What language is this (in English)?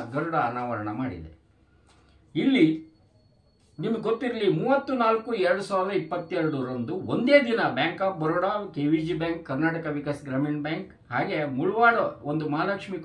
Kannada